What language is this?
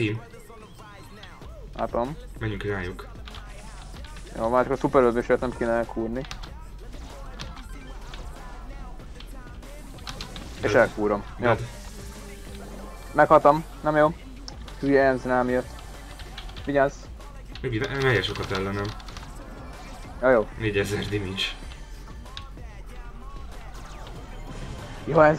Hungarian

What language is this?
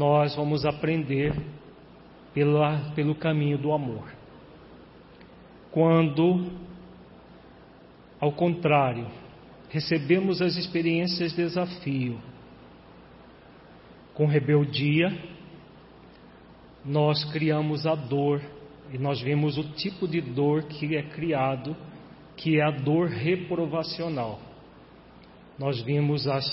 Portuguese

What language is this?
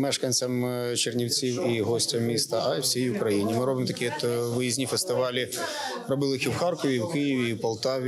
Ukrainian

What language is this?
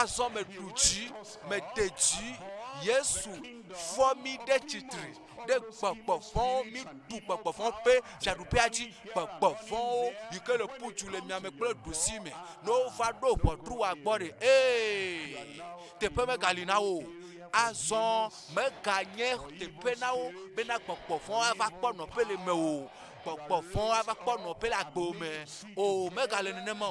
Ewe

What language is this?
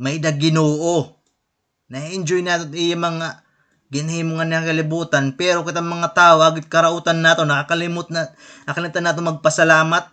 Waray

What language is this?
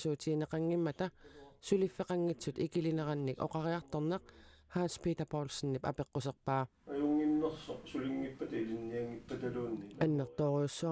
Kalaallisut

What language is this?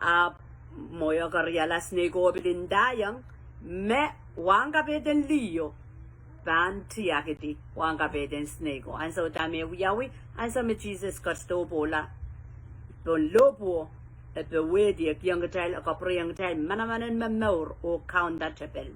Pohnpeian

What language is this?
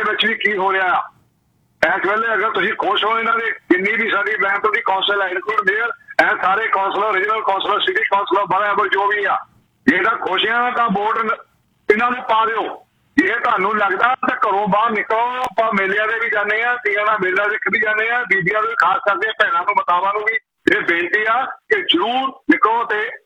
Punjabi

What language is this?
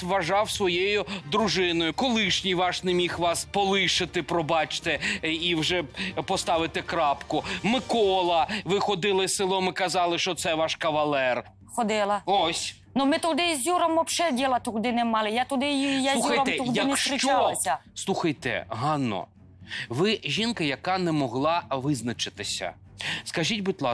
Ukrainian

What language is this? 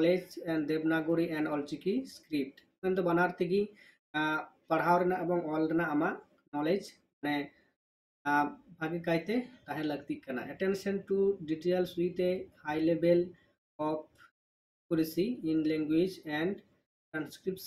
Santali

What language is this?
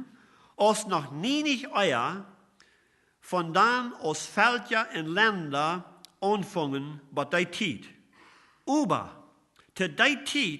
Plautdietsch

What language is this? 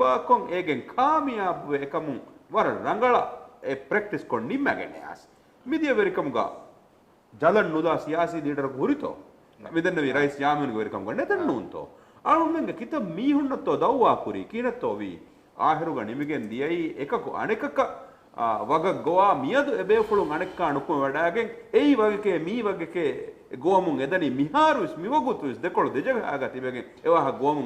Divehi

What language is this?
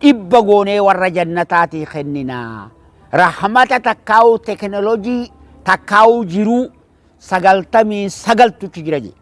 Oromo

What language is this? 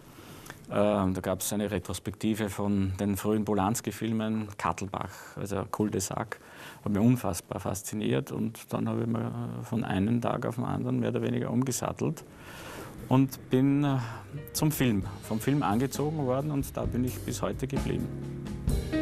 German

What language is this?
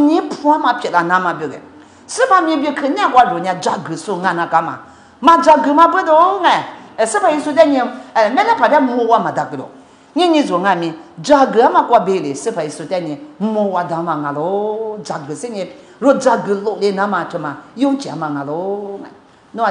Lisu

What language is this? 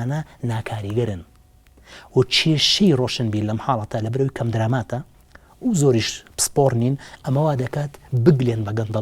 Central Kurdish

